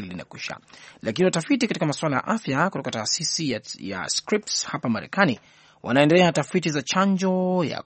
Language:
Swahili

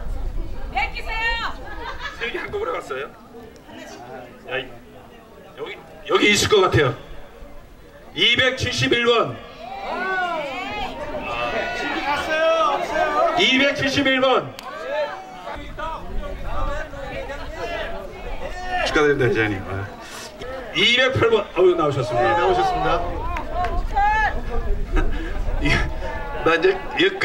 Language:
Korean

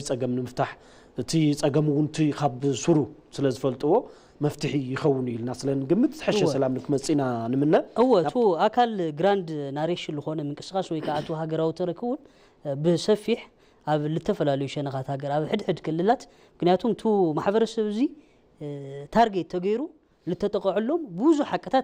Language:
Tigrinya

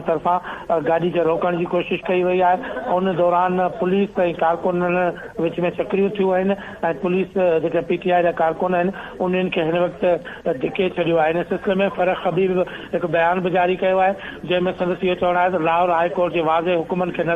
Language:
Sindhi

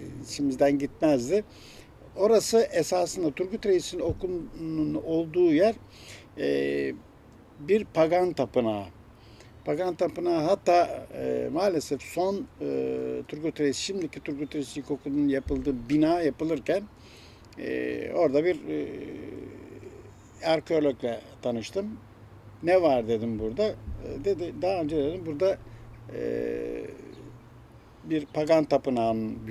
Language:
Turkish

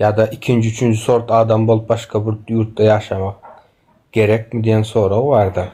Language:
Turkmen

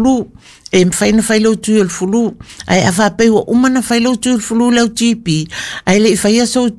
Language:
Samoan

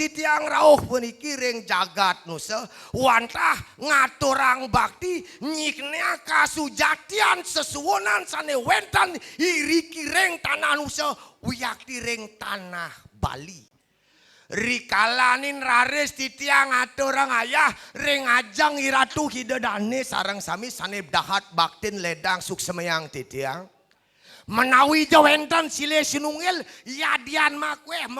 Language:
Balinese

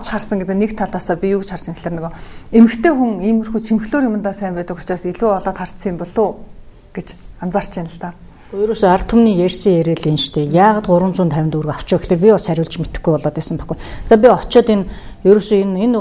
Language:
Mongolian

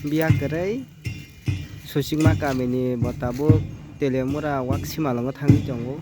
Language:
Kok Borok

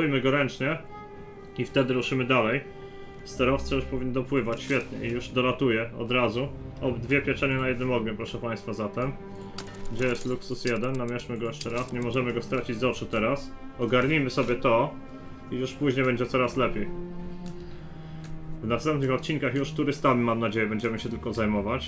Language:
Polish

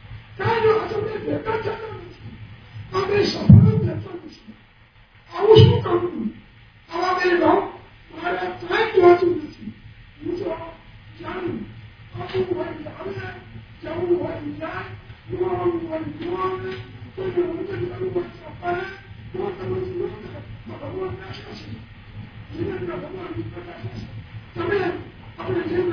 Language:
Gujarati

